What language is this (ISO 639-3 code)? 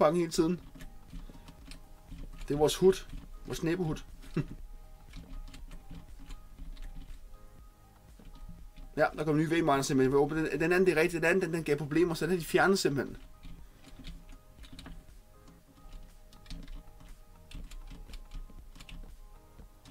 dan